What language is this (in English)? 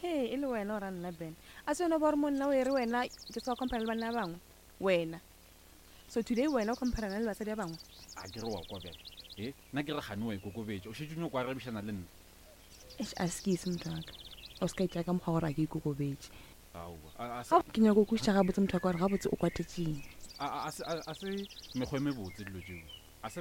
Northern Sotho